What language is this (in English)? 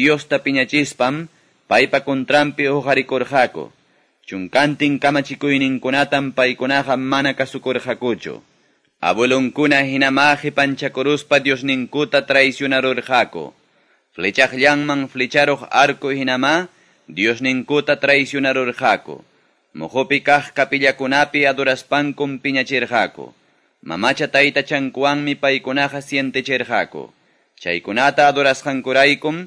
Quechua